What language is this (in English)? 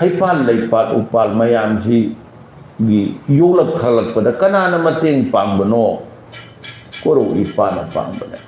Manipuri